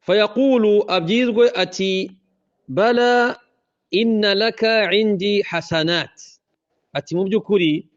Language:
Kinyarwanda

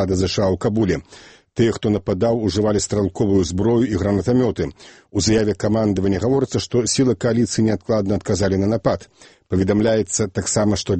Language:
Belarusian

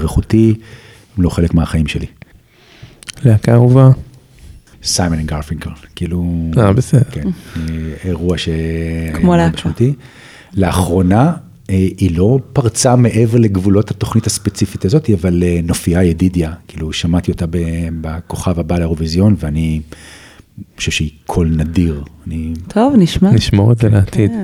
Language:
Hebrew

